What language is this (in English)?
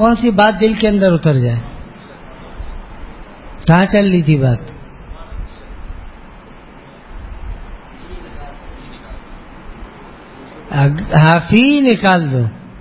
Urdu